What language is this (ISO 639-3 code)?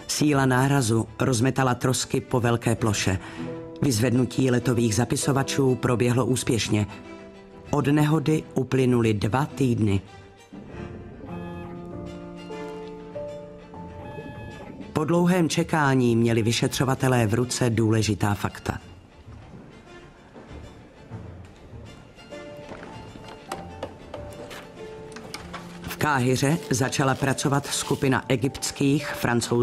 ces